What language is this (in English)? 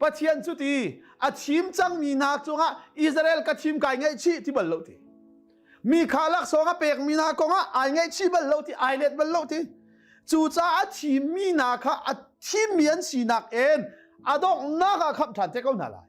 Hakha Chin